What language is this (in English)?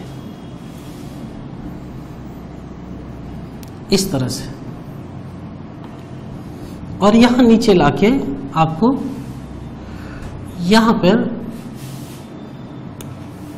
Hindi